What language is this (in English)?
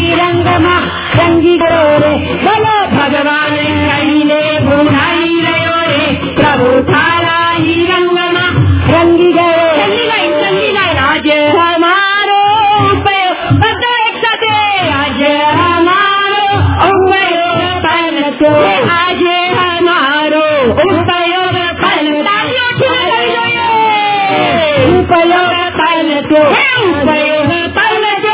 Gujarati